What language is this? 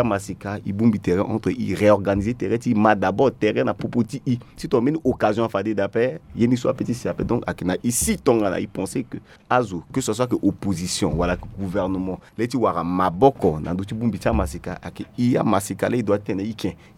Sango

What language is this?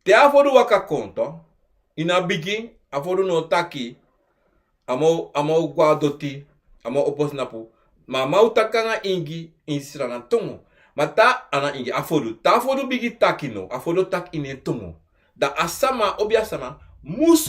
Sranan Tongo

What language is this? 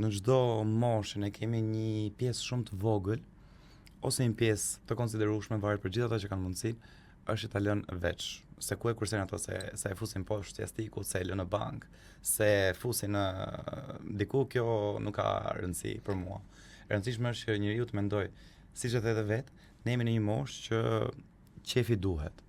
Albanian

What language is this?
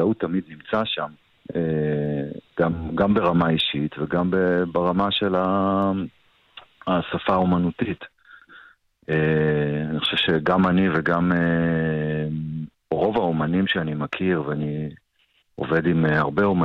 Hebrew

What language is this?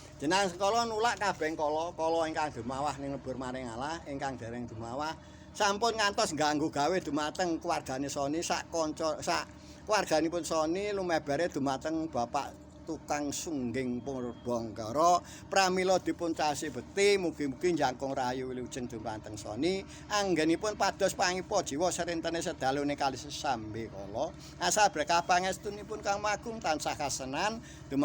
Javanese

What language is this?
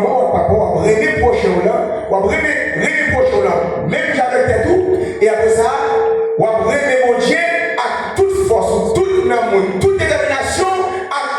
Haitian Creole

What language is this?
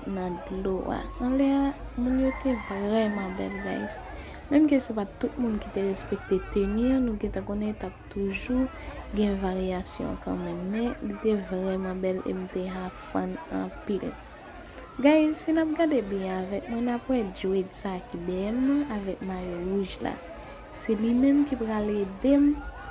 Haitian Creole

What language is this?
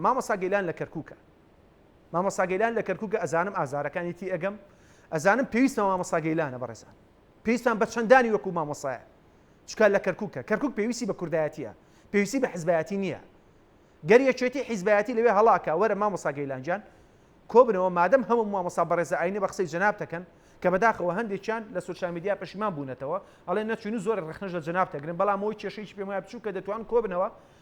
Central Kurdish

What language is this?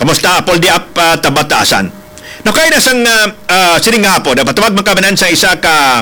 Hiligaynon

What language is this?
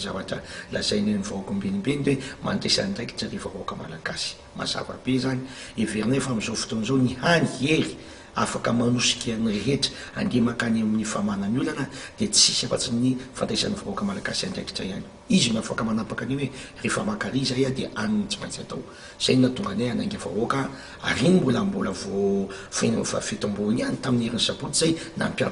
Malagasy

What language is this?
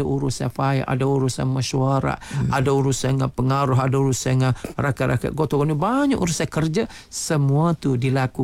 Malay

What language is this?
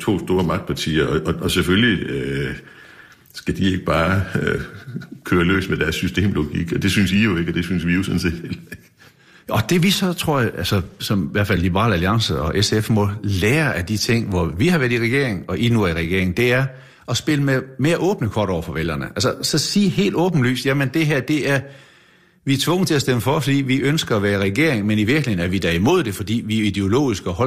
Danish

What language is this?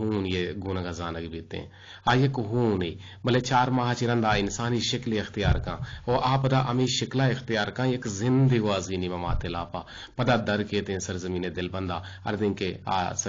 Eastern Balochi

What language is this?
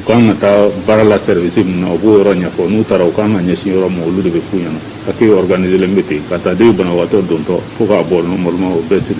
Bambara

